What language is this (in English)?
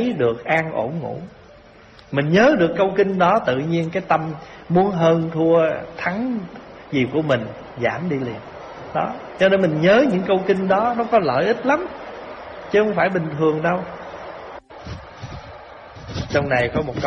Vietnamese